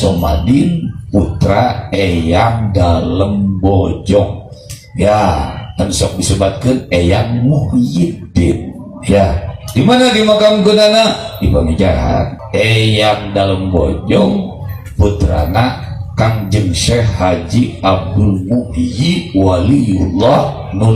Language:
Sundanese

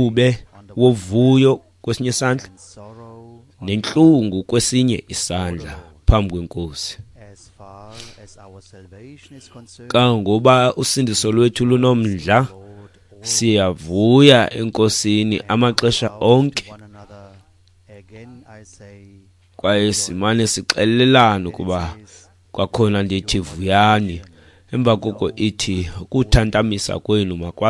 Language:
Xhosa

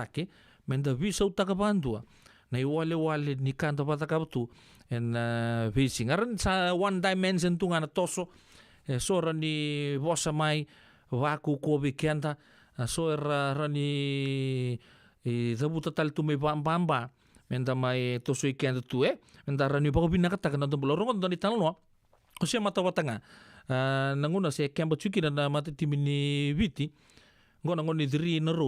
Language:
Fijian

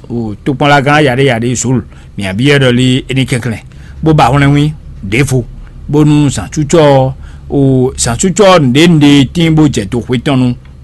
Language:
Fon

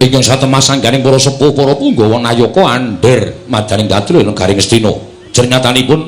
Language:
Javanese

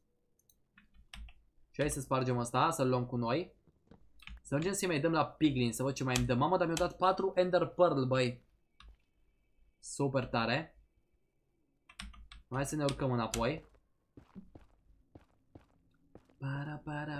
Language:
Romanian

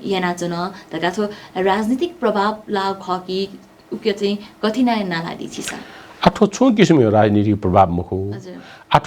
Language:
Newari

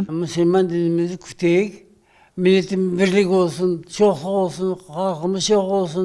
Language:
Crimean Tatar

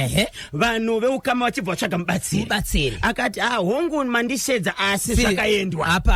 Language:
Shona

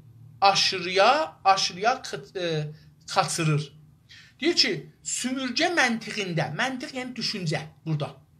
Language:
South Azerbaijani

